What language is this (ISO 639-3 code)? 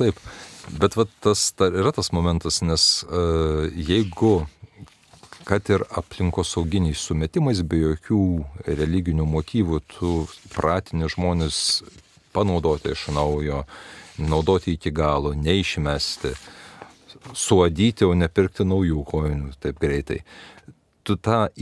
lit